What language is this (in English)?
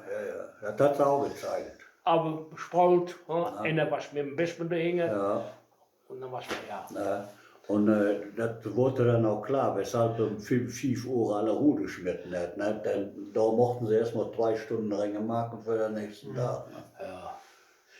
Westphalien